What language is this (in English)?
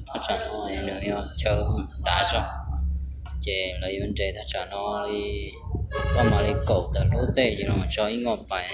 Hmong